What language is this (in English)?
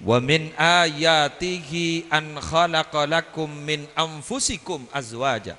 Madurese